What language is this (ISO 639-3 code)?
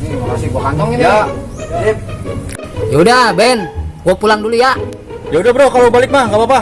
bew